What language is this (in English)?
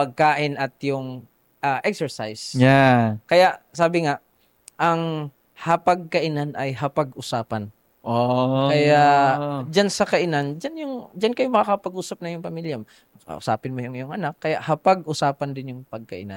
Filipino